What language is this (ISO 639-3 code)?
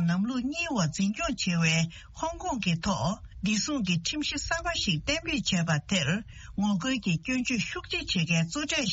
bod